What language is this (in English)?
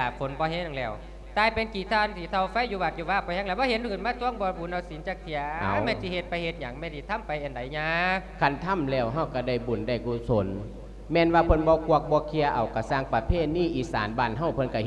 Lao